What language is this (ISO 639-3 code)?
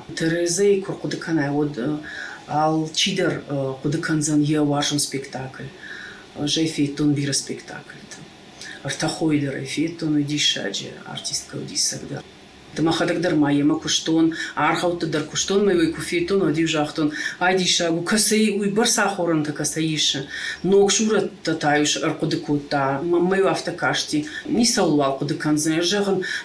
oss